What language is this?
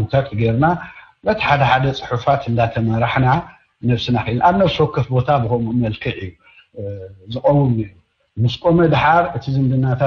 Tigrinya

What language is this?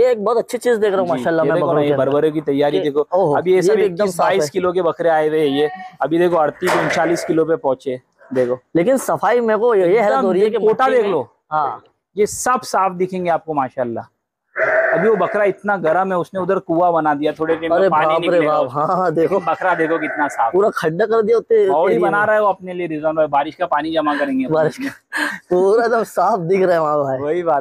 Hindi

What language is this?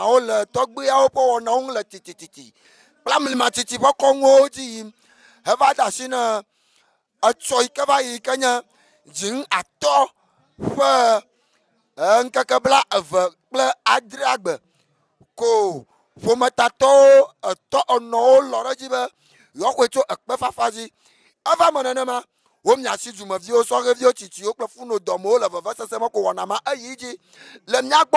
Ewe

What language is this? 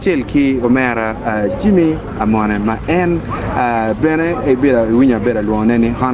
Acoli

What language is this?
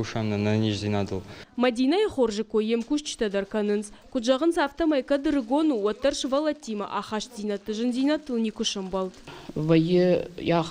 Ossetic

